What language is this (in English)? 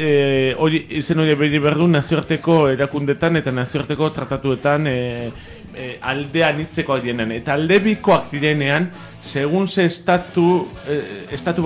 Basque